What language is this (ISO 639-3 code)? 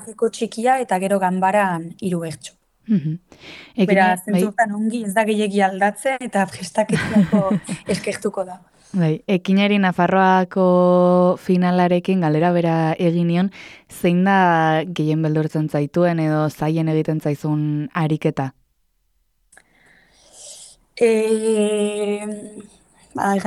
eus